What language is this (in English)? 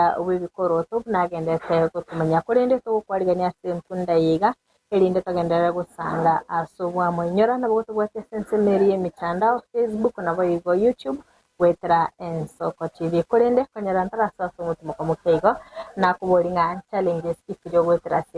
Gusii